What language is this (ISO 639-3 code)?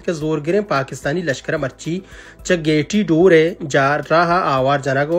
bal